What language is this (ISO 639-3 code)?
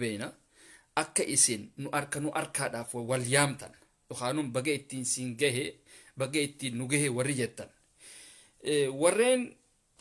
orm